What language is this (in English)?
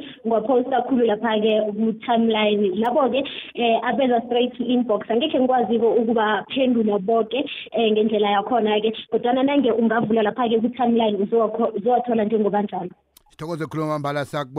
South Ndebele